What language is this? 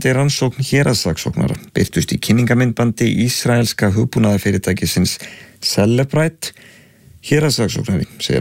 Icelandic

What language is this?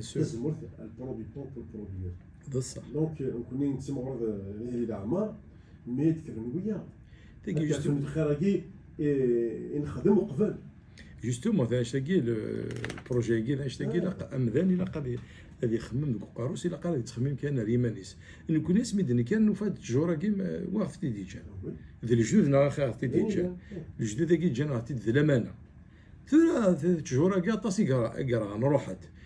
Kabyle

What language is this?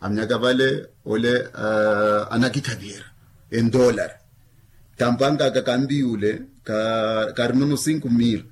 Makhuwa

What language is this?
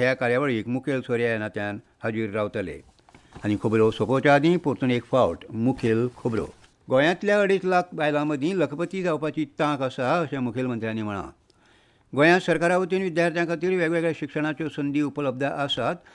Konkani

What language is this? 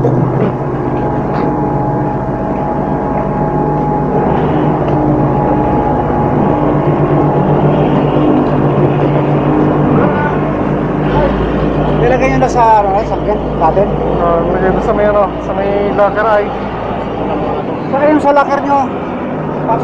Filipino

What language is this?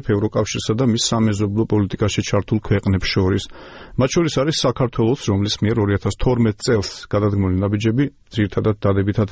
Georgian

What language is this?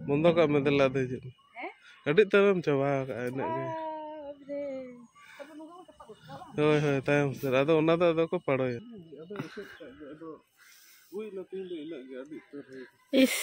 Santali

